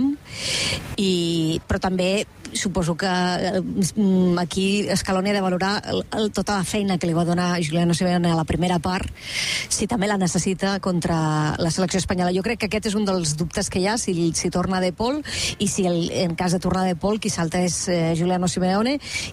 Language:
Catalan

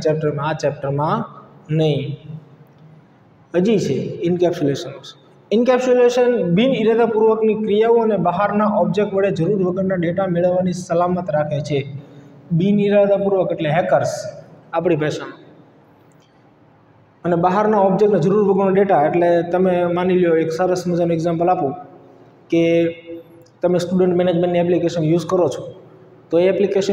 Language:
Gujarati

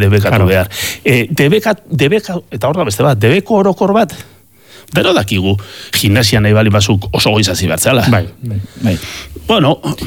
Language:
Basque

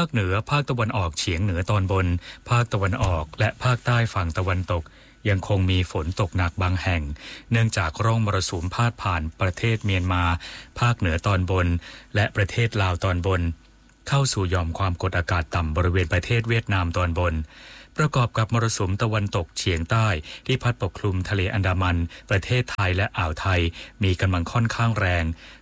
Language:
Thai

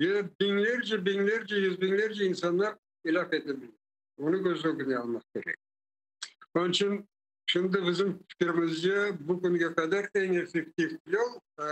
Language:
Crimean Tatar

